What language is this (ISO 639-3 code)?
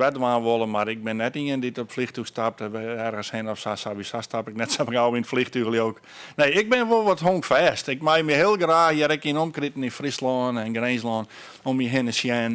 fry